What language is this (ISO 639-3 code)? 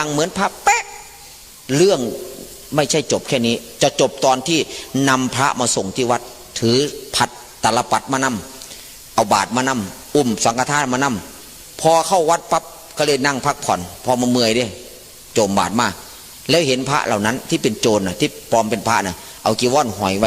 tts